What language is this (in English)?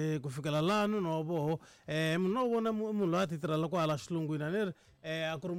Tsonga